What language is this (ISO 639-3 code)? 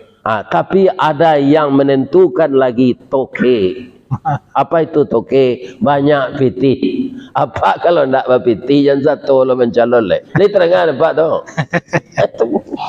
min